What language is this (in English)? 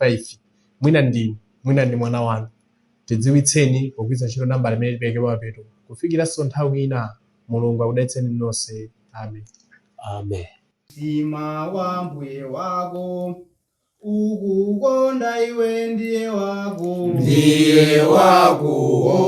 Nyanja